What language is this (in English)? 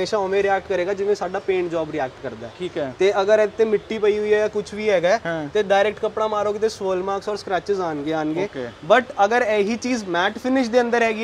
Punjabi